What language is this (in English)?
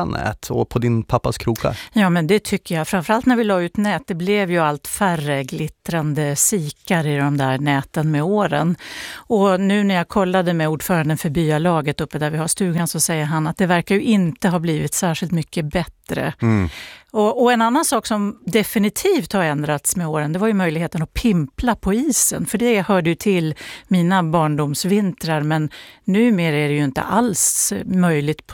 Swedish